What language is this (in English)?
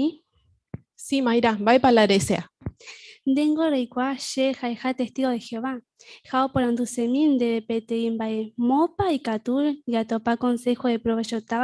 Guarani